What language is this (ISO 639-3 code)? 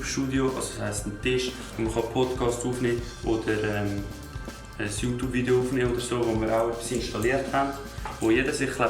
gsw